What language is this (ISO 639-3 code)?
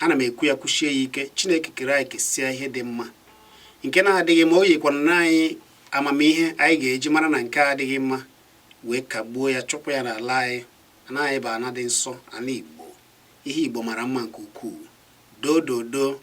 ibo